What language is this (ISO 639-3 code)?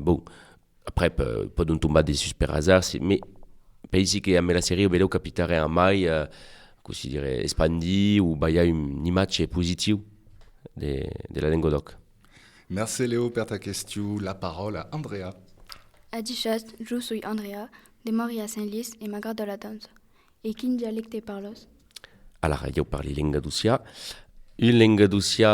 oci